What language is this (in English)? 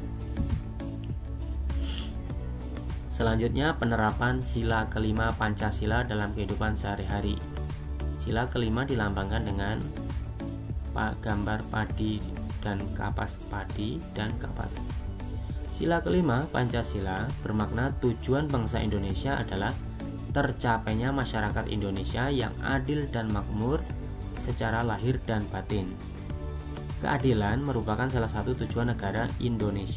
Indonesian